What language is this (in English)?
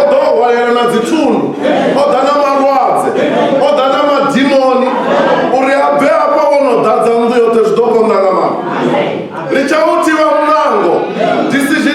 Venda